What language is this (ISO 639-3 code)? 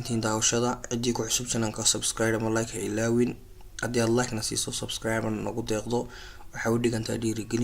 som